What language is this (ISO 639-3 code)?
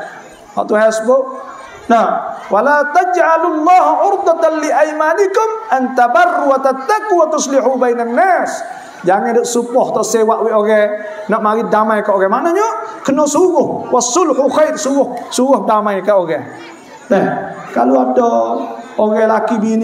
msa